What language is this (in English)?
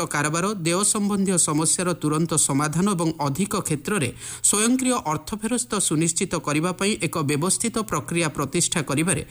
Odia